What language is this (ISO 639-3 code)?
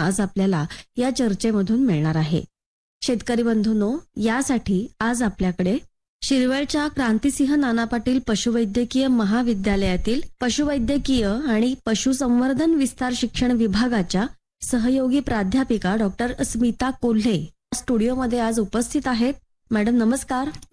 mar